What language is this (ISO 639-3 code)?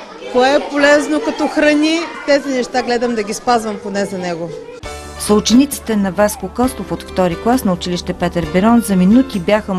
bul